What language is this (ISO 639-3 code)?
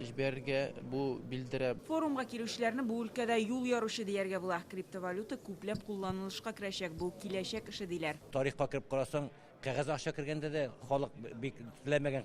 tat